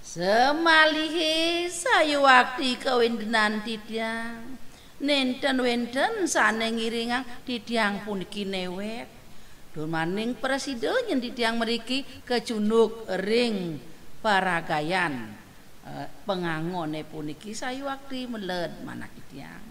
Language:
Balinese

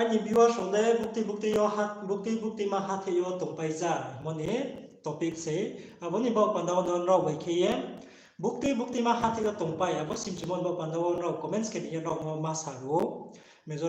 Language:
Riang (India)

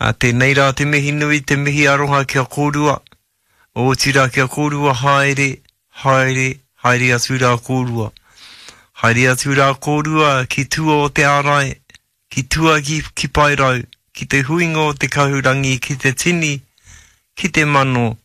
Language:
Māori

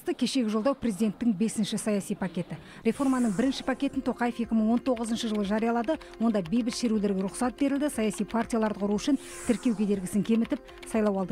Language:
Kazakh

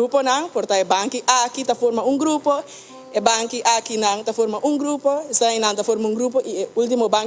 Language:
Papiamento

